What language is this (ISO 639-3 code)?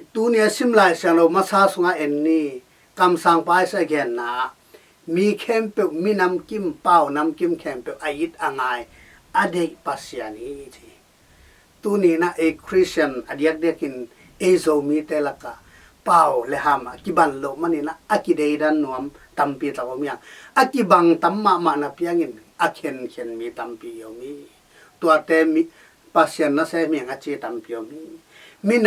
ctd